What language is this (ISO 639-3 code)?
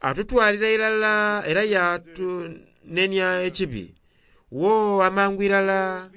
xog